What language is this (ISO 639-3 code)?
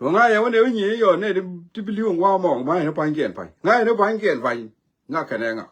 nus